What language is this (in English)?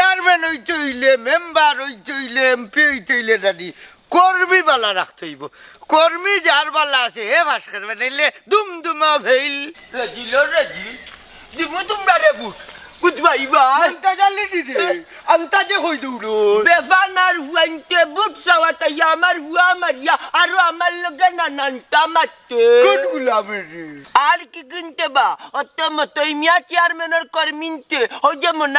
Sylheti